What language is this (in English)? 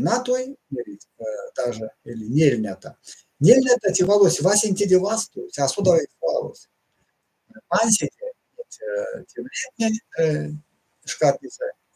Erzya